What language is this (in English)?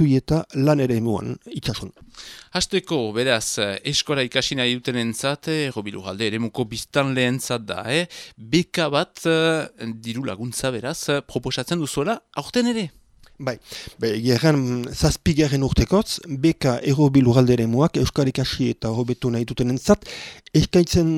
Basque